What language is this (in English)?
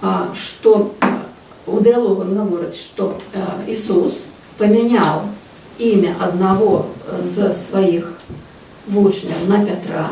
Belarusian